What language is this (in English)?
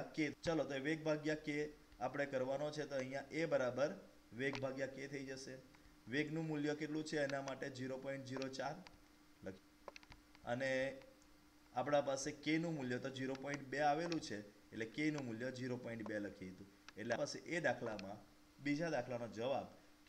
Gujarati